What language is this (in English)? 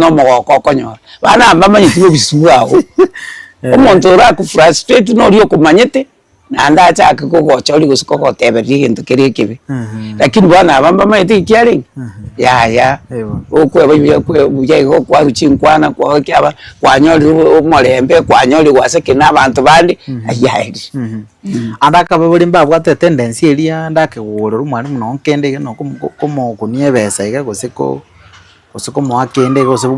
Gusii